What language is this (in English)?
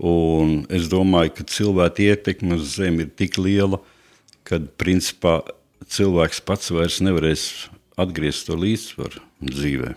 Latvian